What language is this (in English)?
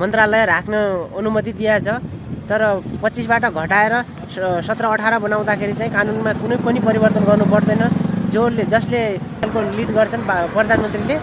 Nepali